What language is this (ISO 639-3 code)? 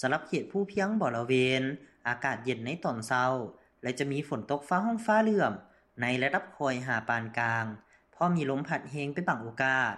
lao